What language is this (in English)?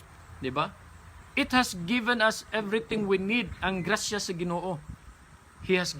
Cebuano